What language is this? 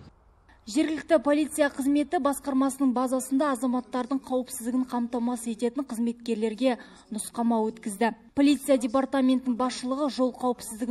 Kazakh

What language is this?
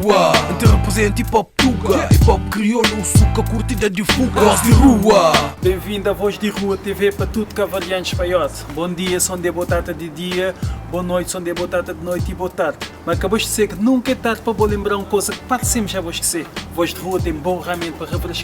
Kabuverdianu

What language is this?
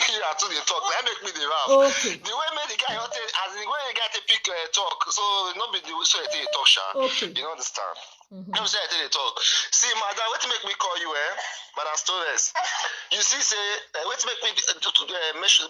Nigerian Pidgin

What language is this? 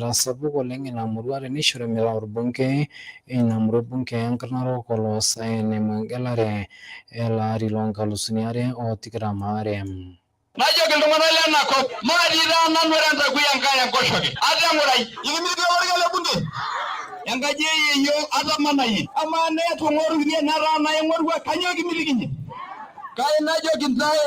Masai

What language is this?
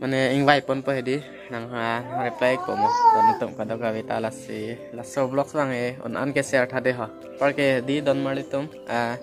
Karbi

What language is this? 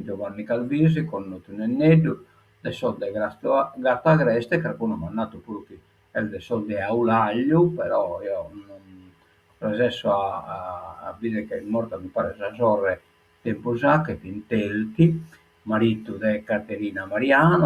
Sardinian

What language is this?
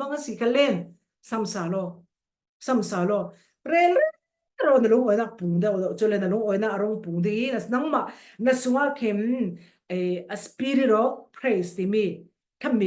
Falam Chin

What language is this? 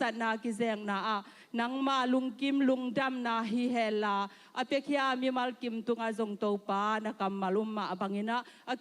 Tedim Chin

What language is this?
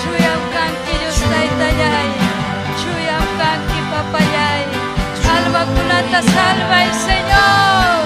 Ayacucho Quechua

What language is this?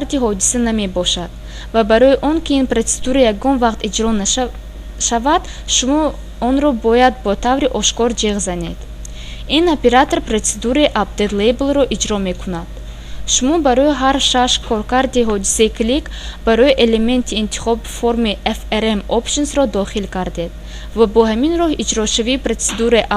Tajik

